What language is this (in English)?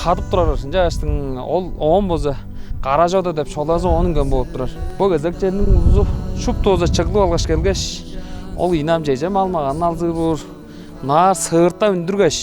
Tuvinian